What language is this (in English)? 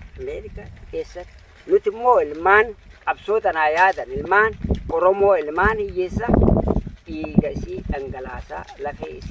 Oromo